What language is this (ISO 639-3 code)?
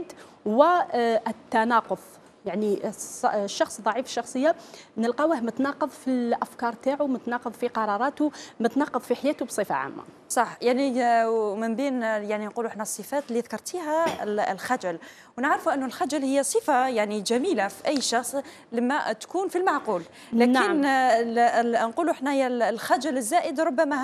arq